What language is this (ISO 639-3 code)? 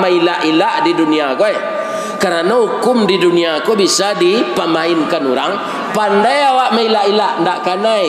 min